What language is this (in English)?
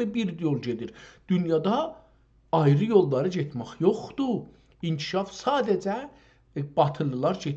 South Azerbaijani